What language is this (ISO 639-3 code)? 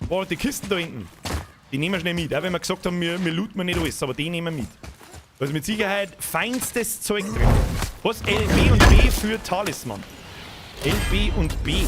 bar